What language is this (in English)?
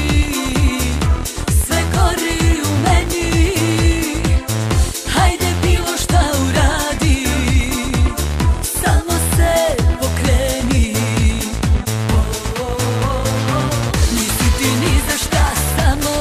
Serbian